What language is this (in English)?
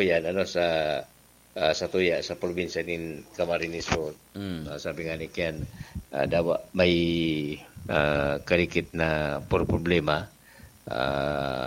Bikol